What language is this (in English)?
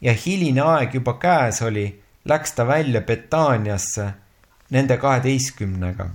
Estonian